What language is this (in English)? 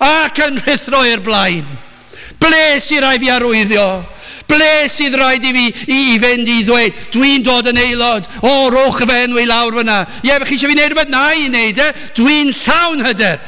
Welsh